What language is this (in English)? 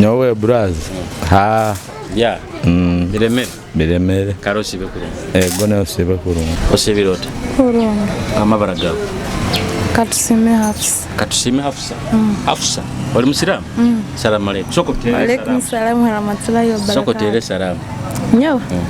Nyoro